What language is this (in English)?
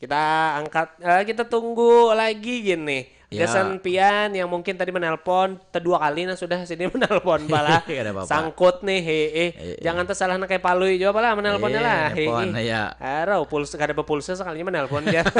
Banjar